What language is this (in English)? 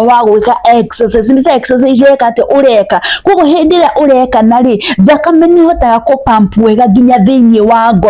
Kikuyu